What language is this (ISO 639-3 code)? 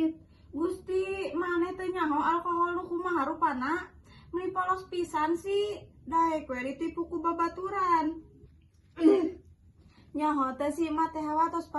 sun